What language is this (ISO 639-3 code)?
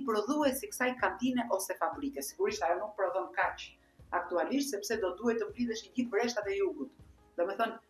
sqi